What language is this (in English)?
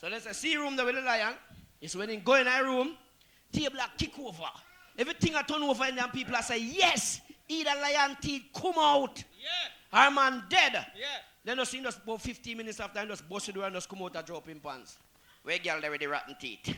Jamaican Creole English